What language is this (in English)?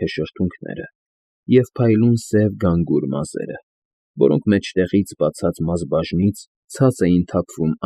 Armenian